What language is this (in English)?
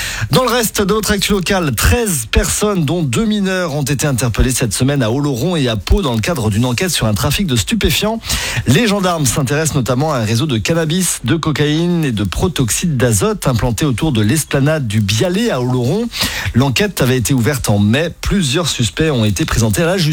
French